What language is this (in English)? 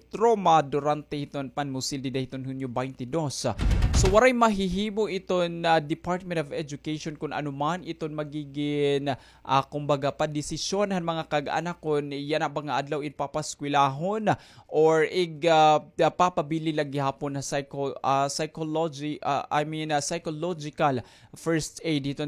Waray